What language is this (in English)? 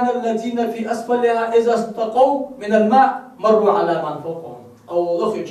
Ingush